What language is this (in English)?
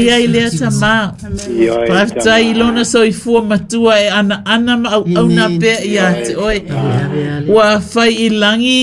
Samoan